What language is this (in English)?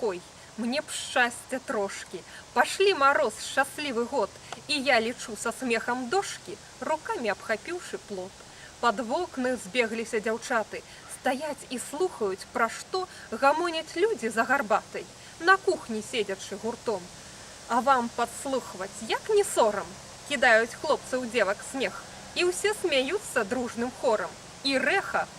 Belarusian